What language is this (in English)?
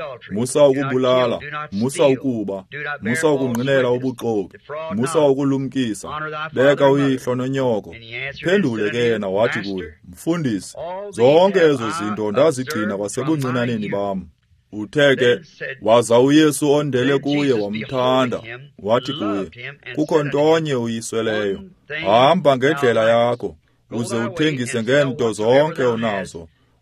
Xhosa